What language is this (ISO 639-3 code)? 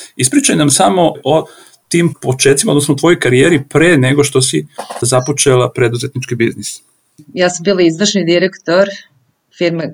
srp